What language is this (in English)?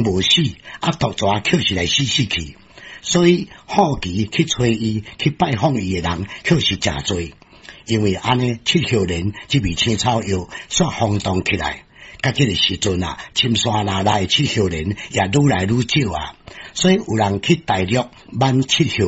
Min Nan Chinese